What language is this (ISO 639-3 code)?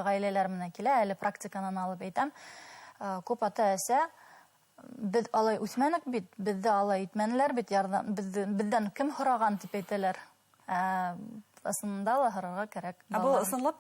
bak